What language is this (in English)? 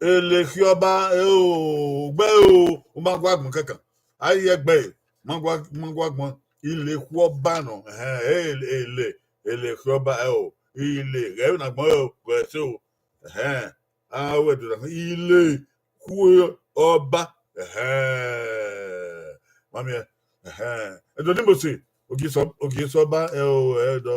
Bini